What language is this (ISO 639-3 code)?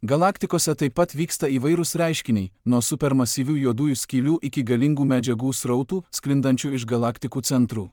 lit